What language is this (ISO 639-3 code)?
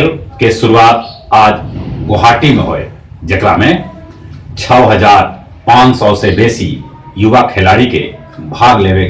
mag